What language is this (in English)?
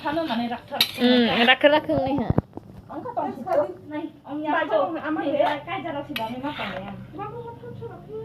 Kok Borok